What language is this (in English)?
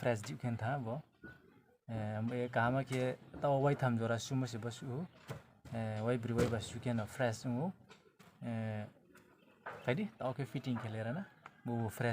Riang (India)